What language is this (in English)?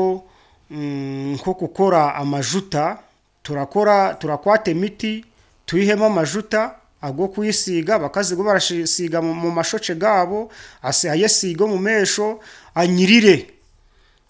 Nyankole